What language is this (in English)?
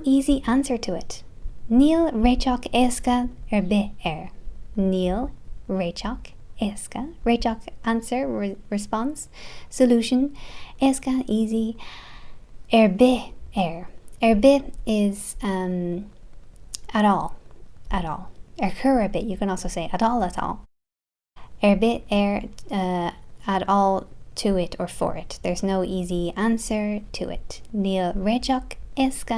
Irish